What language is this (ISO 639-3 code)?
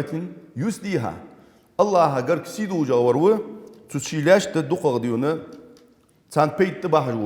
inh